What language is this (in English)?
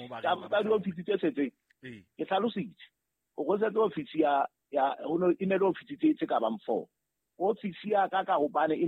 Southern Sotho